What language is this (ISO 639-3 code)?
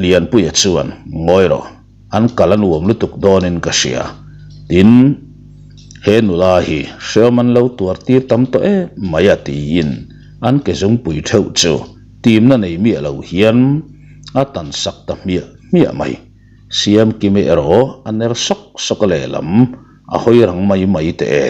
lus